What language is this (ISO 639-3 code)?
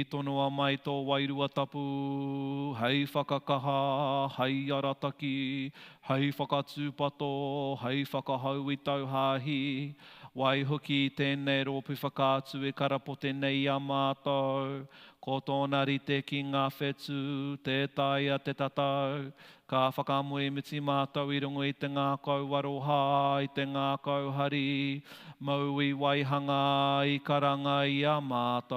mri